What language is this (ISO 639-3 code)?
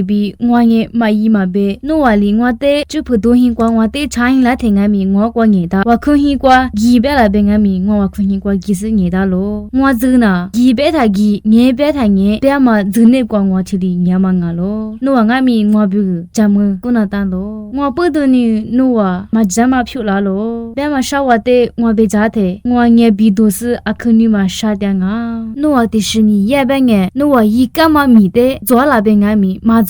lis